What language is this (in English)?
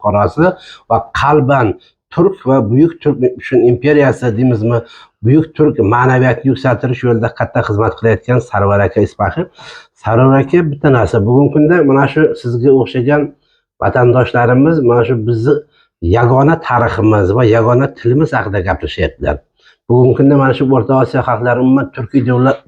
Uzbek